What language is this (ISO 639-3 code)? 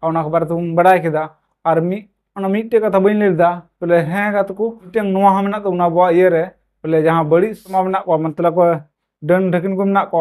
sat